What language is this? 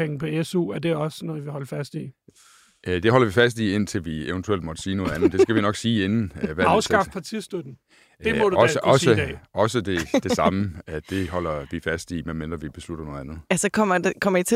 Danish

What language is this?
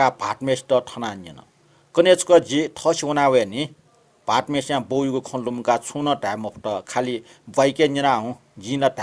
Newari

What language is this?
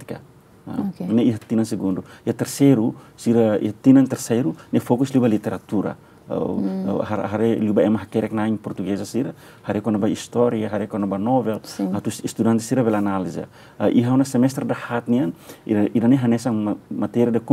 Tetum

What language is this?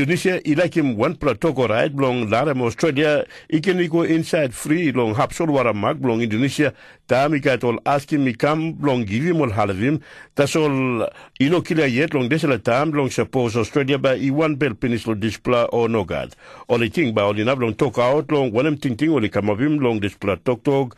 Tok Pisin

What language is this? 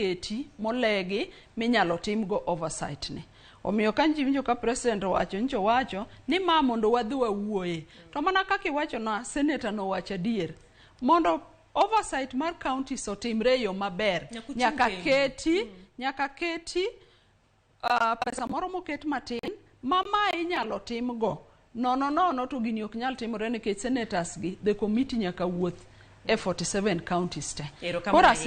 Luo (Kenya and Tanzania)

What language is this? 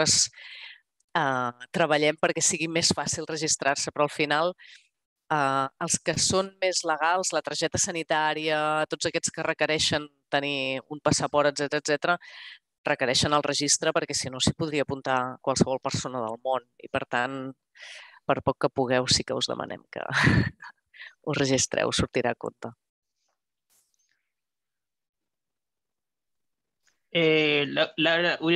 Catalan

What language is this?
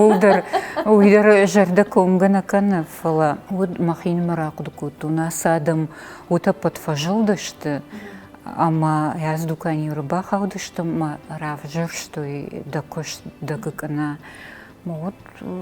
Ossetic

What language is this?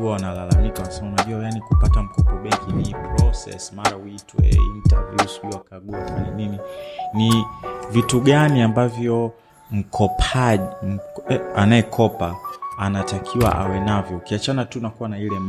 Swahili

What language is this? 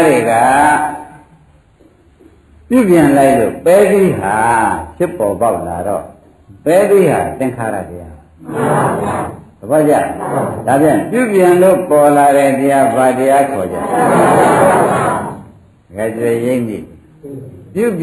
Burmese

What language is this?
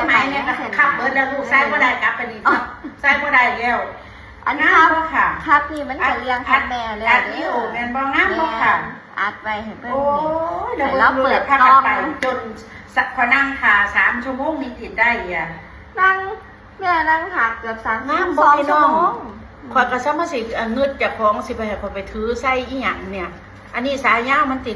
Lao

